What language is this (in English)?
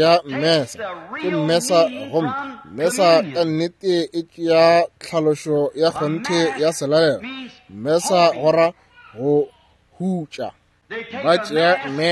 Northern Sotho